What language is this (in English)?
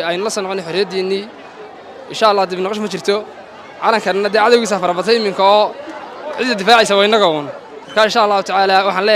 Somali